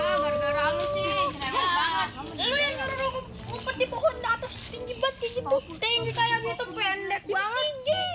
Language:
Betawi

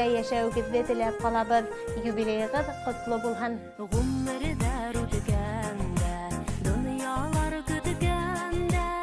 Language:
Bashkir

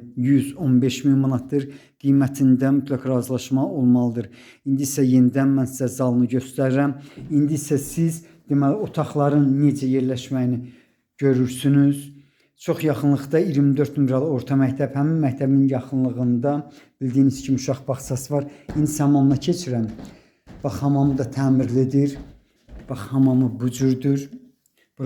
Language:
Azerbaijani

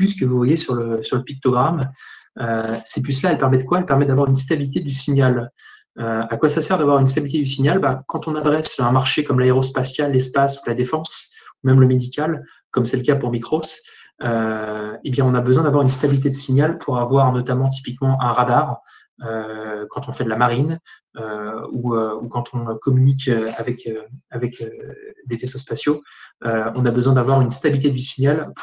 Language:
French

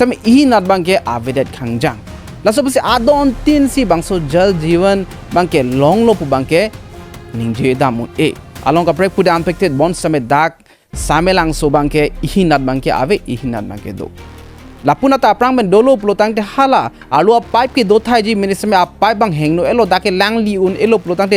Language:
Karbi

